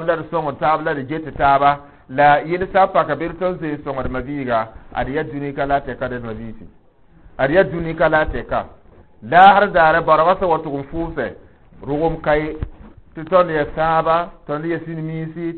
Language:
Mossi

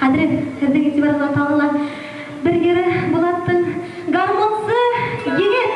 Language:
Bashkir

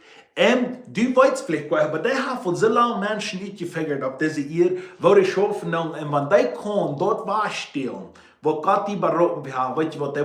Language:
Plautdietsch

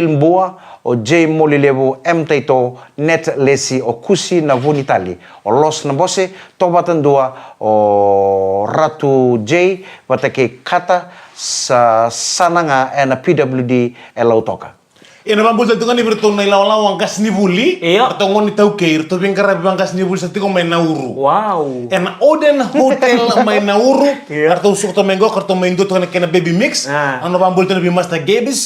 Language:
Fijian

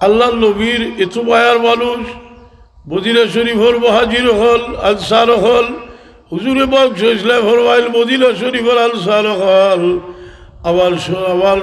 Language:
Sylheti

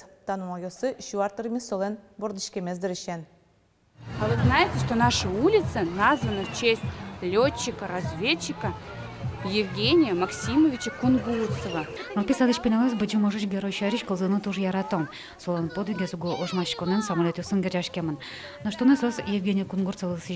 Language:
Udmurt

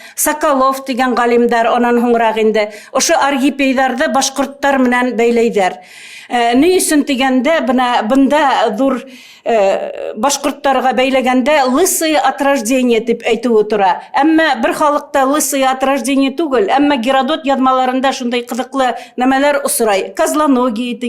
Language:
Bashkir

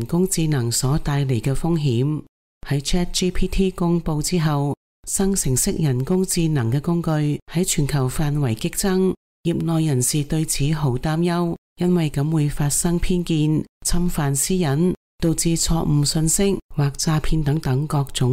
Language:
Cantonese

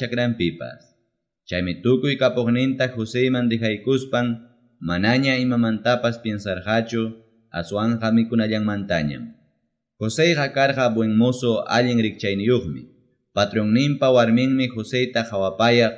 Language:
Ayacucho Quechua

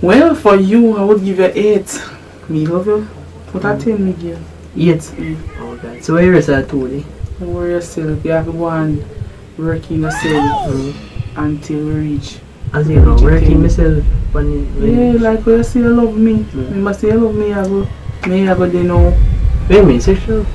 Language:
Jamaican Creole English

